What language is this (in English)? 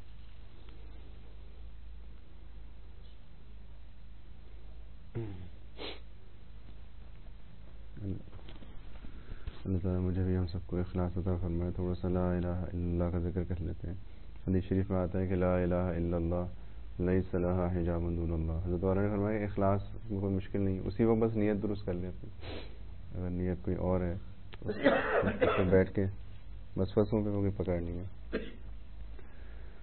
Urdu